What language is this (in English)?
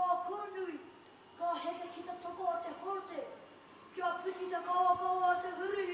Māori